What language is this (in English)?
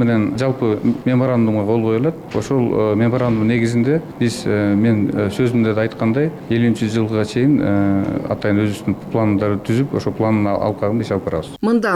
Kyrgyz